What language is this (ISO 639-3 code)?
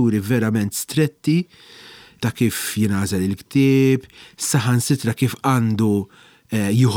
mlt